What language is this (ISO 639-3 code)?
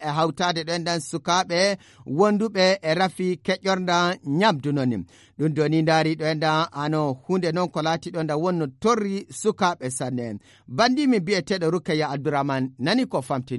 fuv